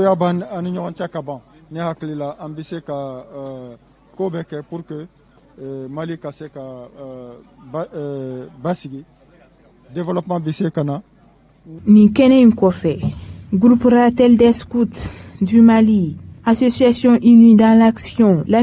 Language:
Bambara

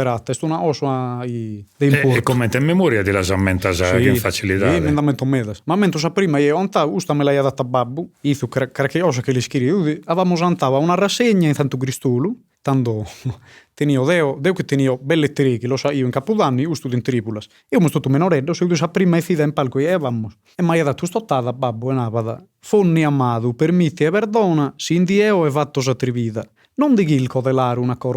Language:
Sardinian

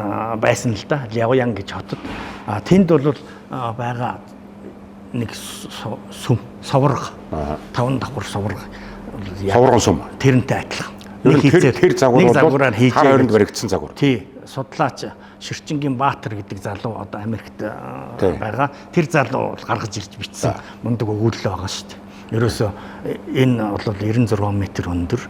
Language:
Mongolian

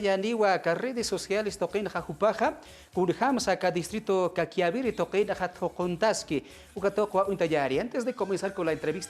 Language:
Aymara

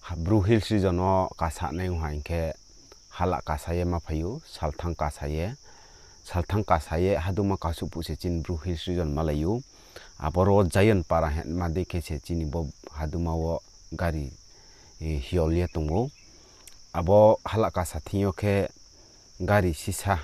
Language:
Riang (India)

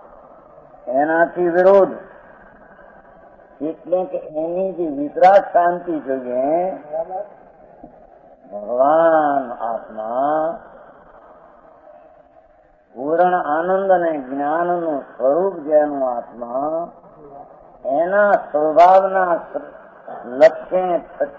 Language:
Gujarati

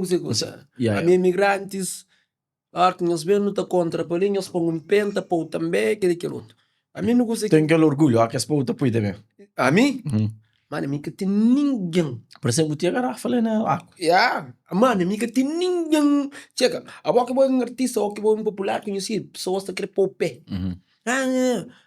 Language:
Kabuverdianu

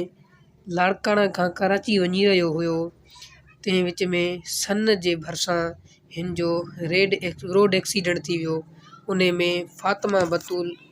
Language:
Sindhi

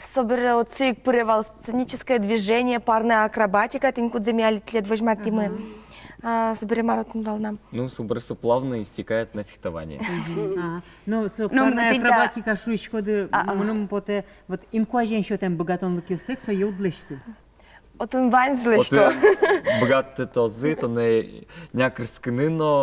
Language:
Udmurt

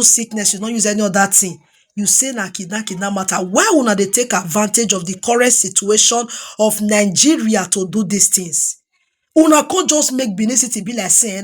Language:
Nigerian Pidgin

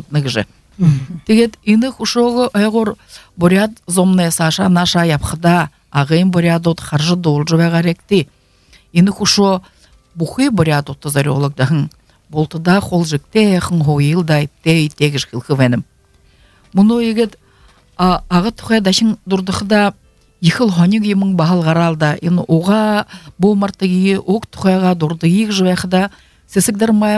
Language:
Buriat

